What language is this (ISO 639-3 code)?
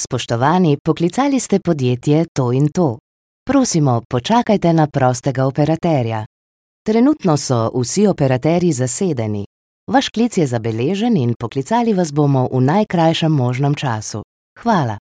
slv